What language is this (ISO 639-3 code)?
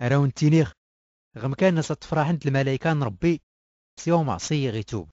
shi